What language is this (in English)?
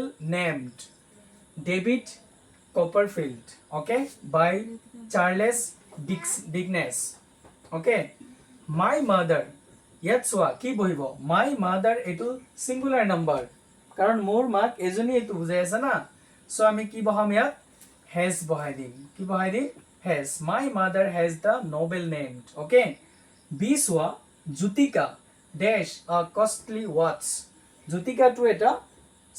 Assamese